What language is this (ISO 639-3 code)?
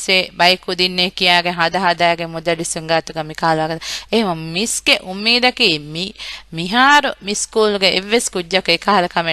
div